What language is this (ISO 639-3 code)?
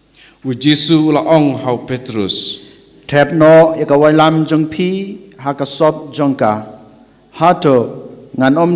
kha